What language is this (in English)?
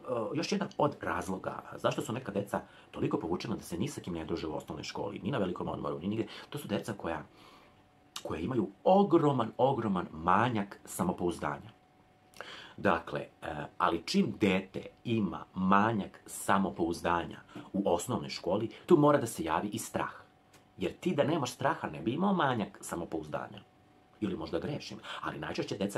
Serbian